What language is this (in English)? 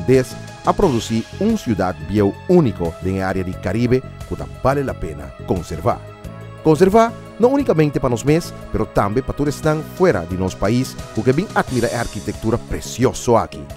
Papiamento